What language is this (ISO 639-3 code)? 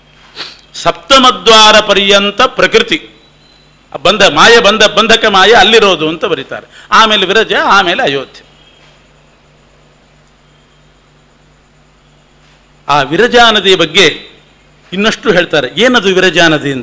kan